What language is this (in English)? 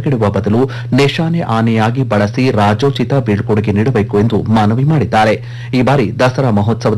Kannada